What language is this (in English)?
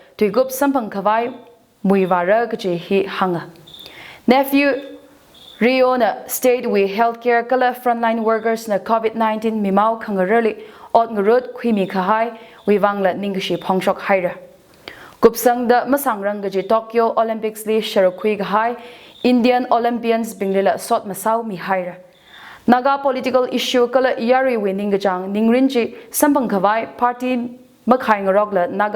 Tangkhul Naga (India)